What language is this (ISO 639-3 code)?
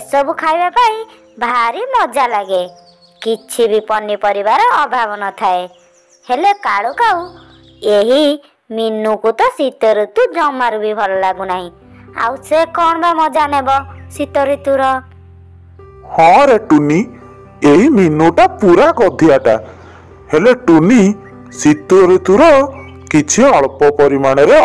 ori